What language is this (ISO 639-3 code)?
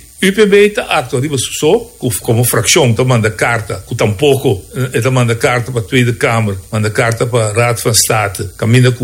pap